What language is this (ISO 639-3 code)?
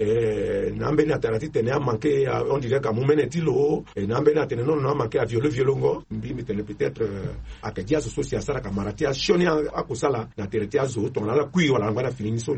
sag